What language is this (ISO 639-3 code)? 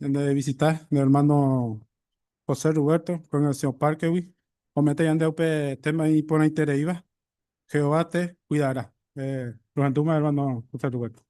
grn